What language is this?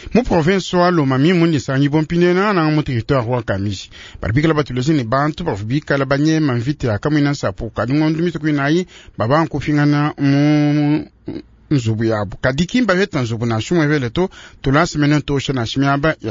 Luba-Lulua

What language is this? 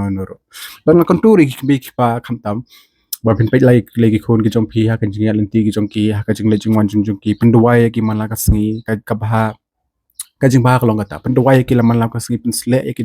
Khasi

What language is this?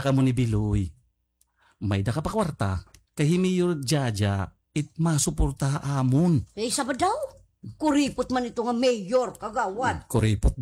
Waray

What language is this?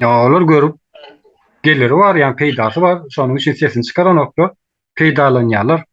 Turkmen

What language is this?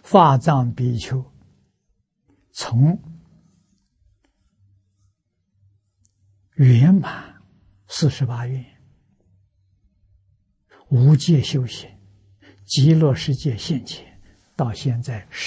Chinese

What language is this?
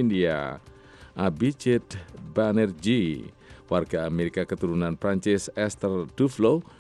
Indonesian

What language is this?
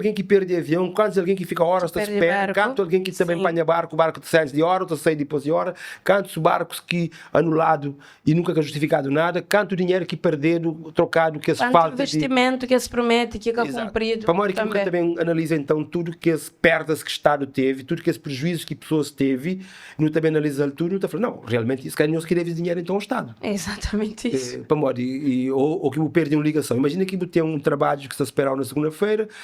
Kabuverdianu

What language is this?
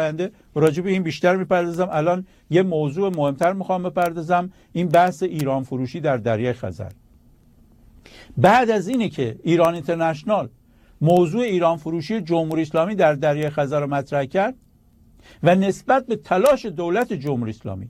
Persian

